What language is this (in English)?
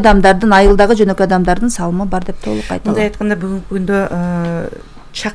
Kyrgyz